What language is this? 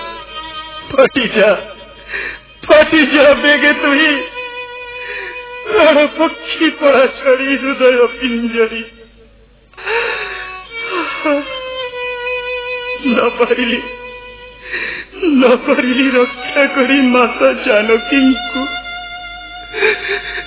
Odia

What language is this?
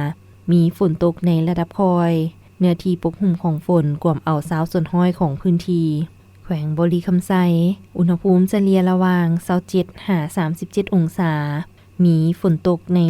Lao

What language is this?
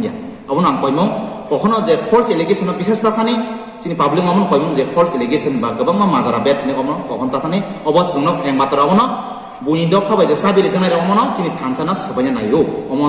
Kok Borok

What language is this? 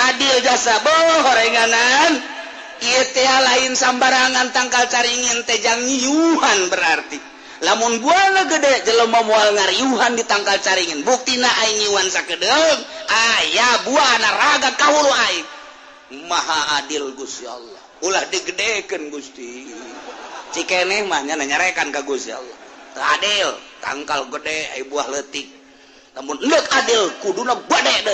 Sundanese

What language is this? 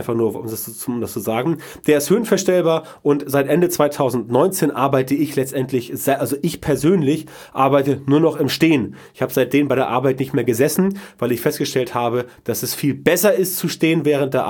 German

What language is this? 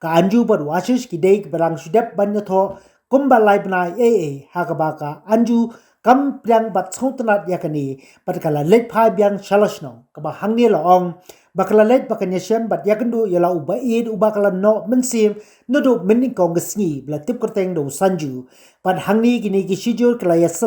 Khasi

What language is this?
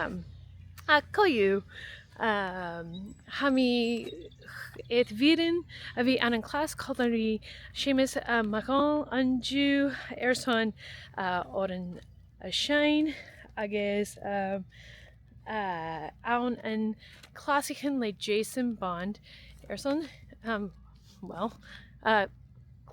Scottish Gaelic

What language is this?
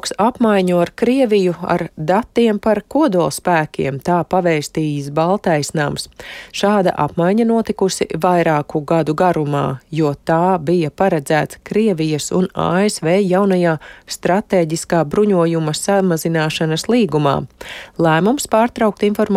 Latvian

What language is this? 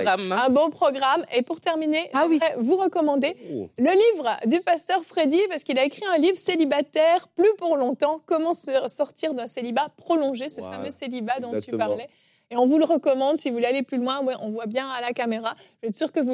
French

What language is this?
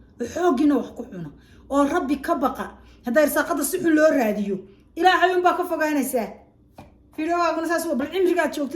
Somali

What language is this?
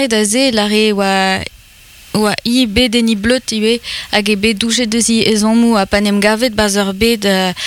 Breton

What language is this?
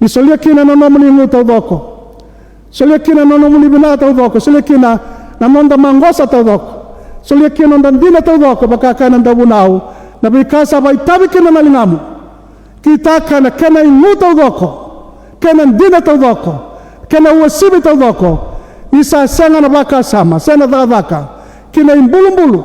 Fijian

